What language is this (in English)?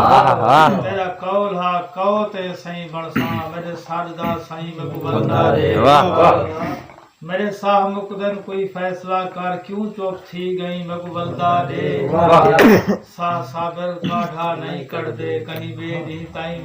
Saraiki